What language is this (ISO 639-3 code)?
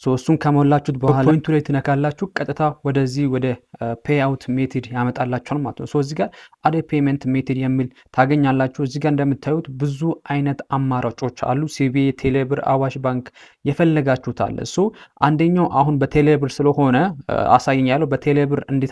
amh